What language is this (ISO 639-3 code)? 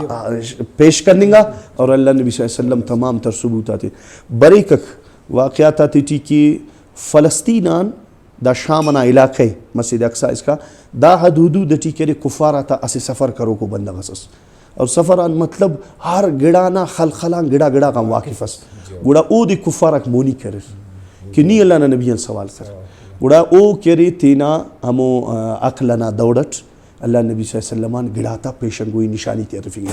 brh